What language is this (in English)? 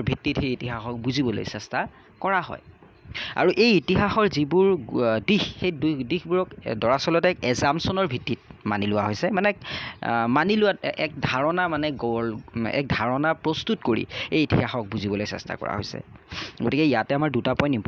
Assamese